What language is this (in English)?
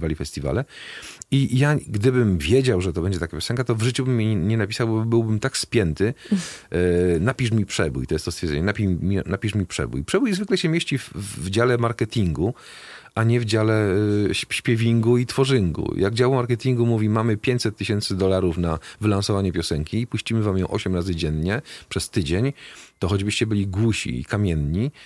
Polish